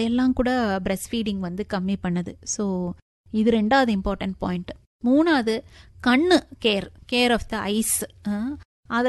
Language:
Tamil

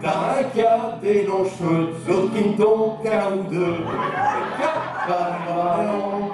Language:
Picard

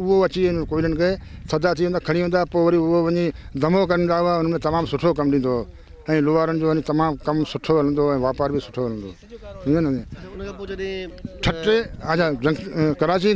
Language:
Sindhi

